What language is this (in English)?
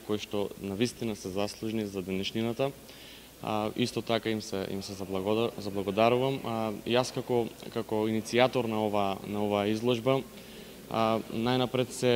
Macedonian